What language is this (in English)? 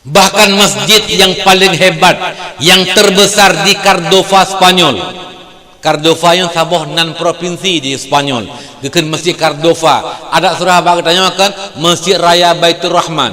Achinese